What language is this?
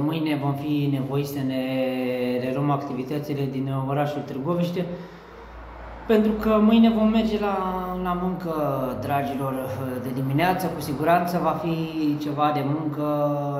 Romanian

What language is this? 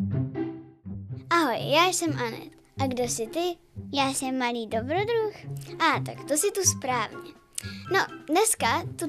Czech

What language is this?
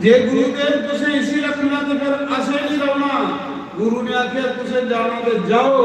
Dogri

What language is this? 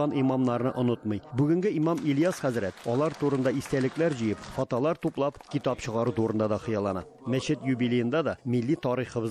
Tatar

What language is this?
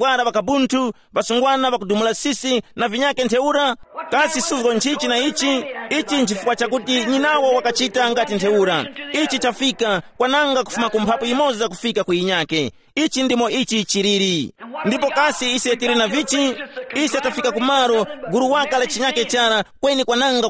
Tumbuka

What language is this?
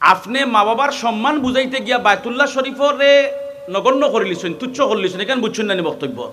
Sylheti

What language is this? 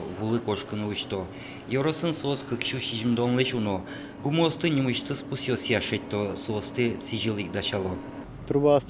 Udmurt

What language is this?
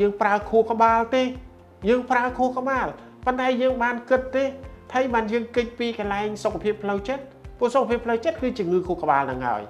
Khmer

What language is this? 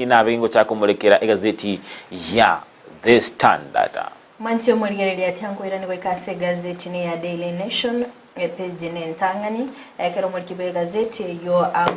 Gusii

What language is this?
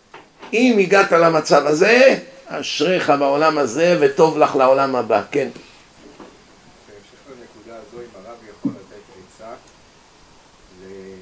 Hebrew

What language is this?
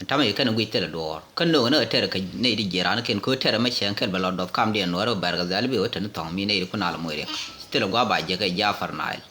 Nuer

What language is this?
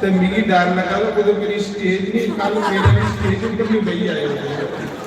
Dogri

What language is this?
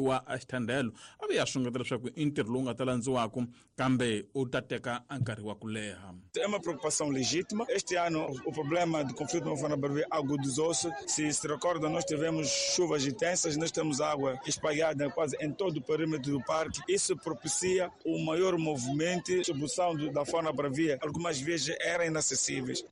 Tsonga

